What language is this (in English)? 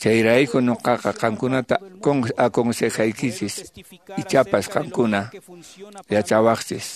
Quechua